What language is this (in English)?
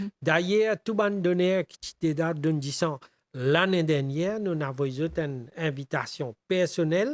Morisyen